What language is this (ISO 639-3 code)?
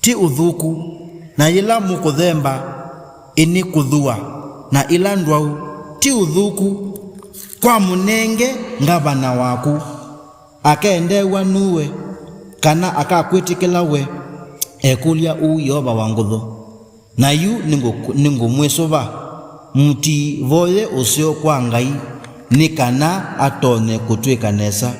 kam